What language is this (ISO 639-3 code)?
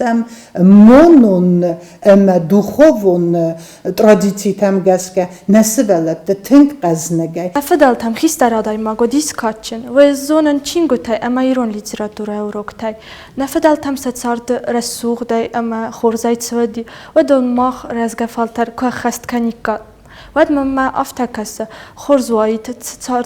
oss